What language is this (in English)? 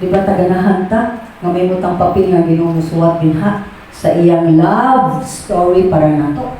Cebuano